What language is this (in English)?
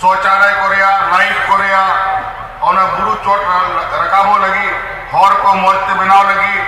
Santali